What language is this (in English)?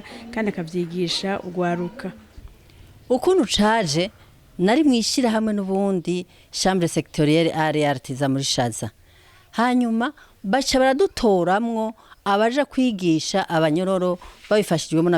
Rundi